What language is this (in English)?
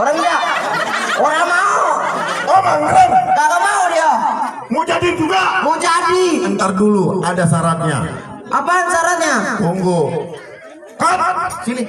Betawi